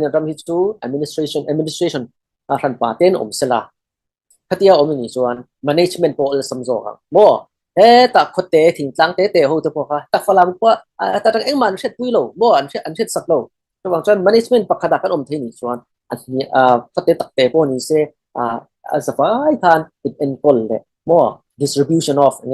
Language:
Falam Chin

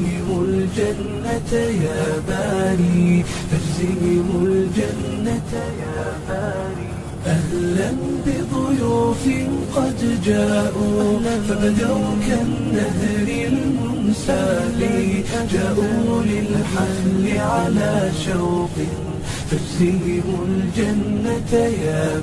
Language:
Arabic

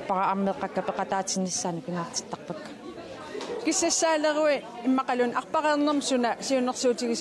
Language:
Kalaallisut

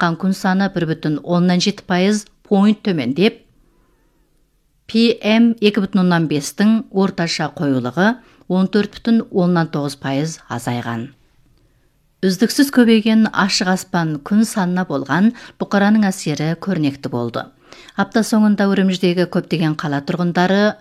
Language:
Kazakh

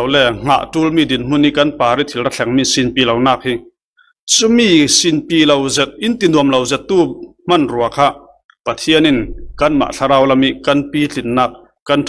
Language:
Falam Chin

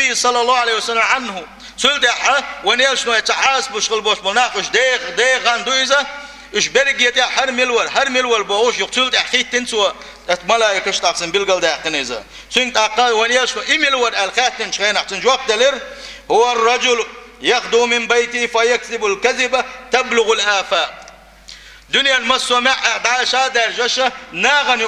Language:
Chechen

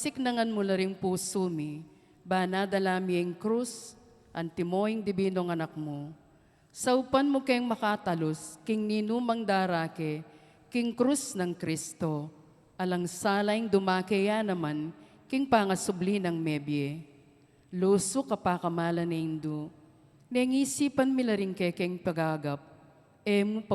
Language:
Pampanga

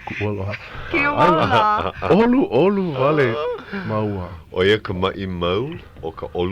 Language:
Hawaiian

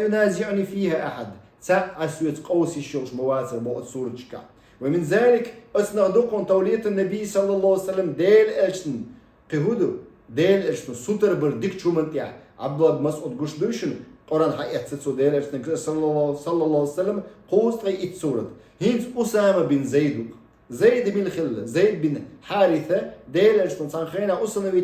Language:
Chechen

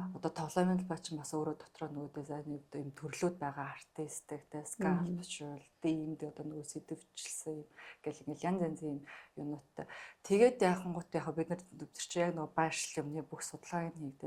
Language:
Mongolian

